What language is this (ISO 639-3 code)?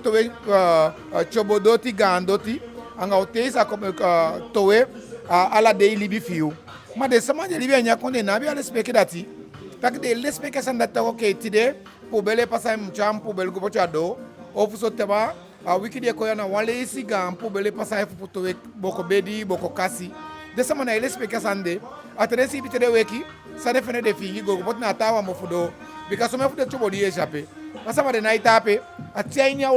djk